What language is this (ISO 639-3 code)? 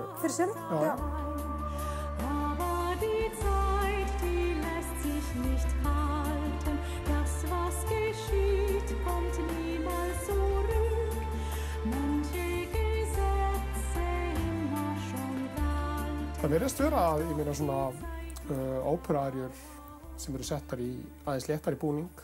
isl